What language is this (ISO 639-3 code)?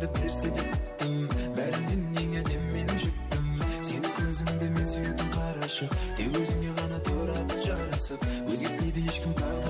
kaa